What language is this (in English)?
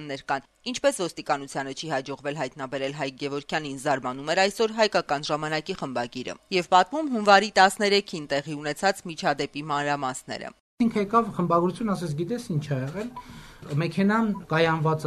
Armenian